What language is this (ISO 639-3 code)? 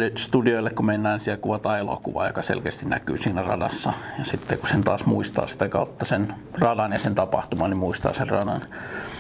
fin